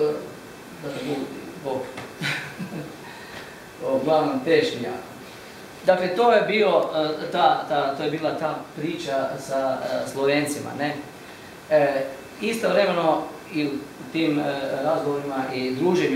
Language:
Croatian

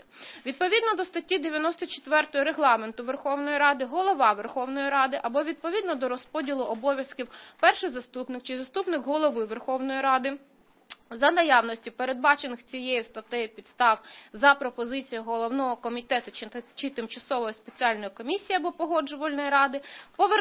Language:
Ukrainian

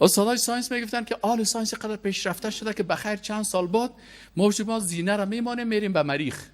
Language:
Persian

